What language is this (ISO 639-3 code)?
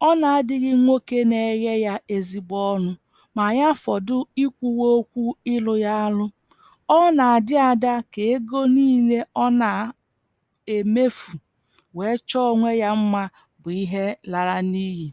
ibo